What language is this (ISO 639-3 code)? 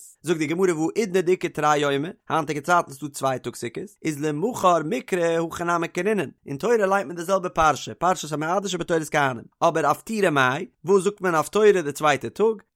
yid